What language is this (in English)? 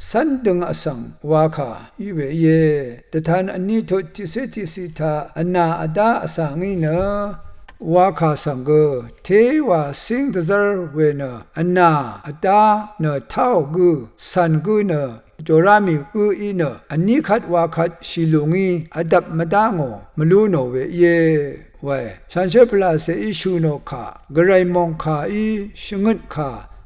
Rawang